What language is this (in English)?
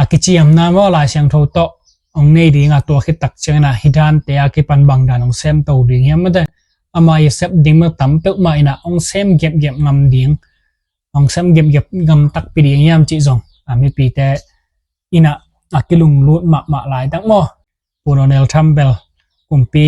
Tedim Chin